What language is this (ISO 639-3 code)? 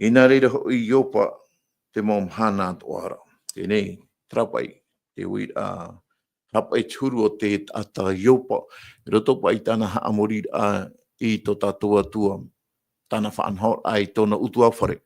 tah